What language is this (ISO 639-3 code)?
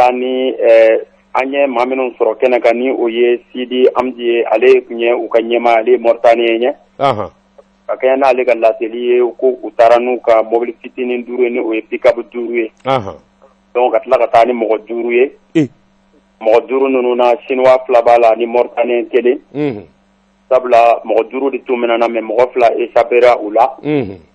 bam